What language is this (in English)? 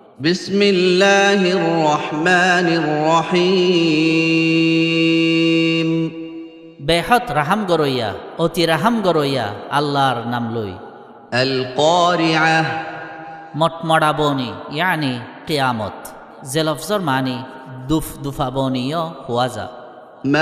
Rohingya